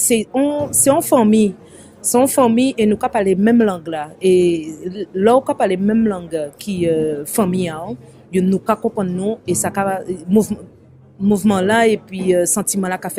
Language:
Guadeloupean Creole French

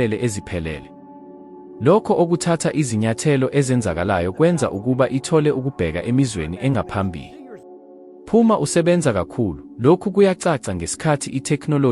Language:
Zulu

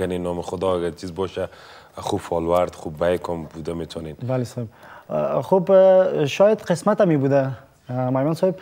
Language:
Persian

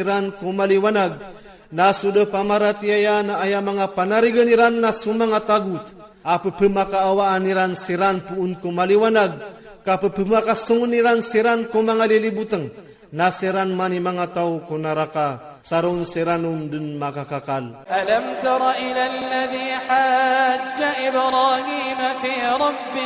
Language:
Iranun (Philippines)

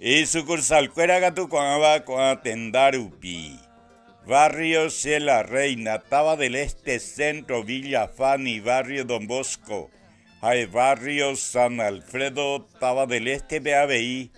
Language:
Guarani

